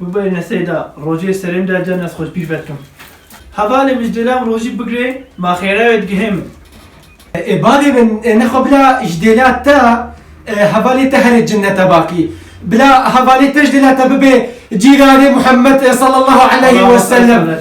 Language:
Kurdish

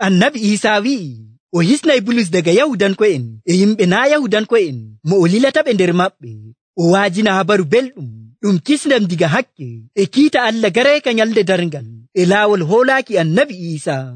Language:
Nigerian Fulfulde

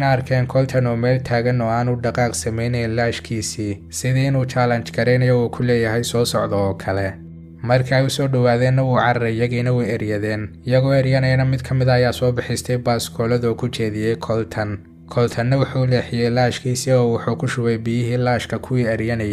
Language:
Somali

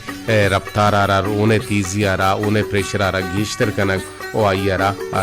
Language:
Baluchi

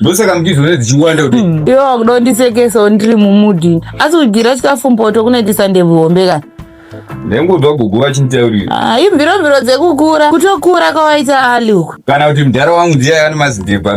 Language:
Shona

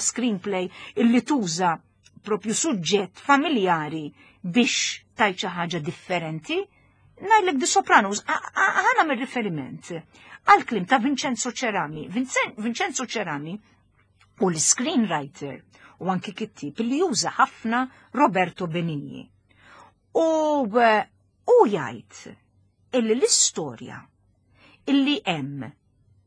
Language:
Maltese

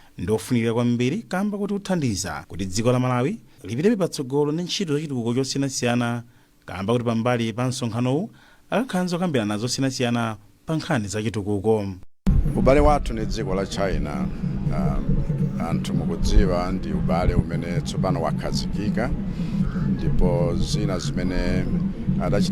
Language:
Nyanja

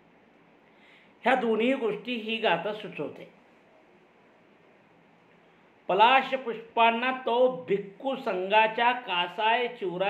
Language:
Marathi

